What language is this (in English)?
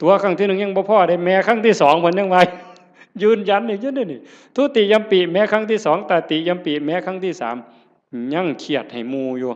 Northeastern Thai